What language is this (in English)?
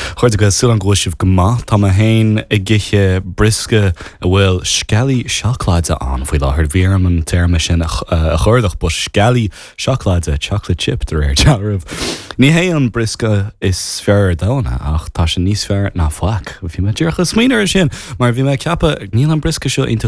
Irish